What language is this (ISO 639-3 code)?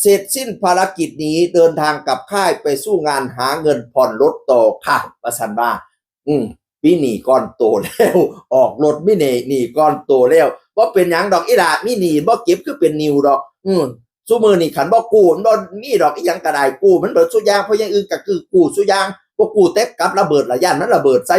tts